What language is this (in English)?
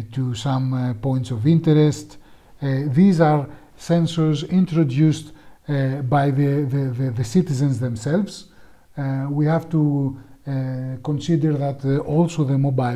English